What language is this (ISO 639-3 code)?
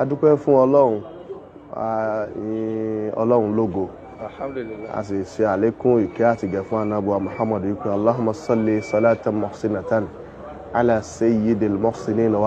yor